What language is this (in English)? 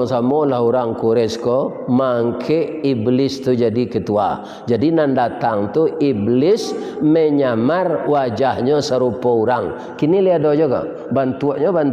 Minangkabau